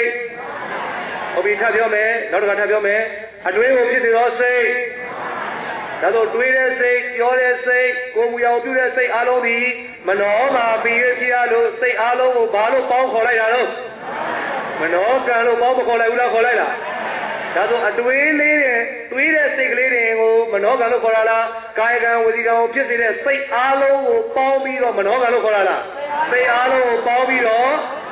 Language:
Burmese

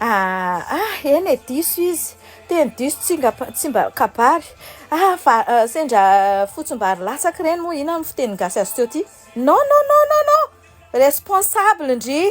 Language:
Malagasy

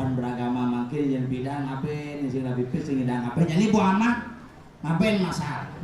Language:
Balinese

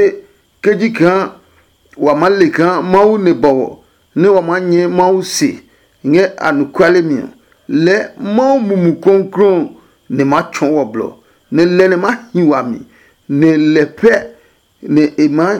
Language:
Adangme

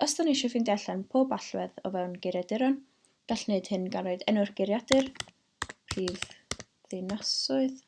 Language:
Welsh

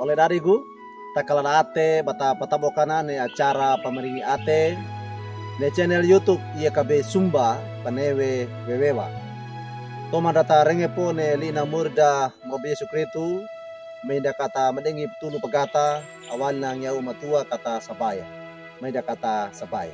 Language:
Wejewa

